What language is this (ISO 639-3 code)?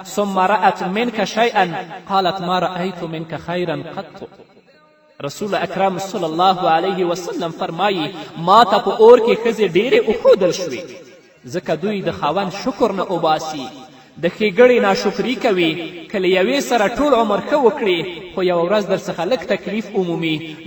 pus